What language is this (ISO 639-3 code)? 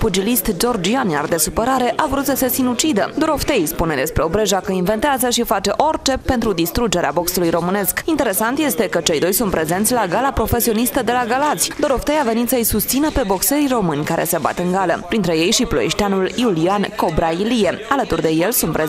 ron